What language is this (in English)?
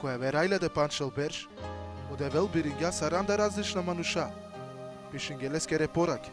Balkan Romani